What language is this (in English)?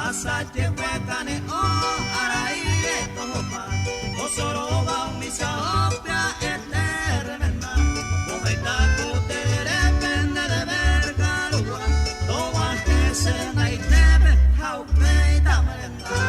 Guarani